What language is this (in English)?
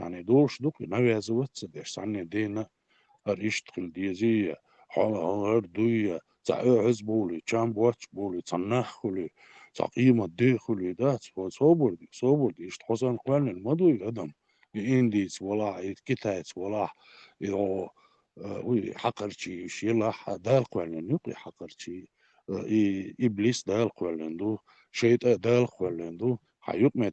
Chechen